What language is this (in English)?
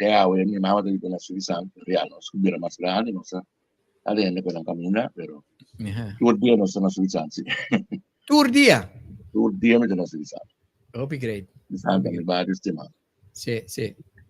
Papiamento